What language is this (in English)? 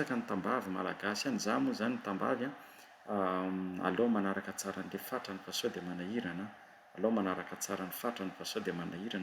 Malagasy